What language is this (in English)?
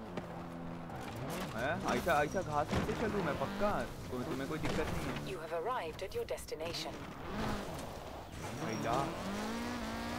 Hindi